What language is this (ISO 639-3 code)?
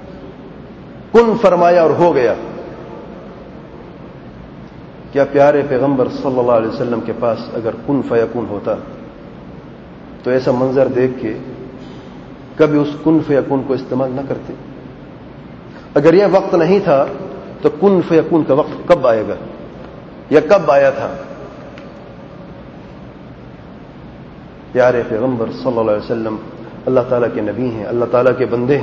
urd